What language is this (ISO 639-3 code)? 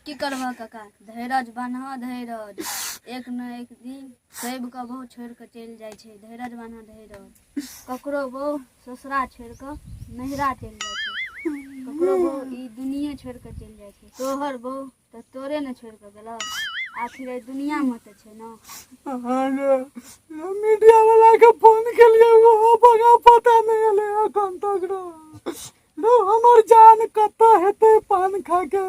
mai